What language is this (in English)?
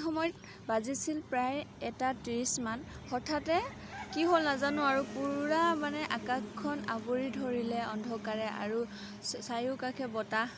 Assamese